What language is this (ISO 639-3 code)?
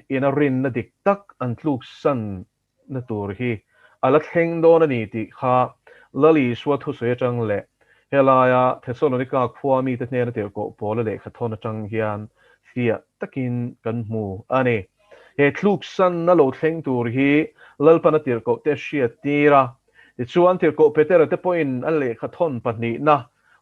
lus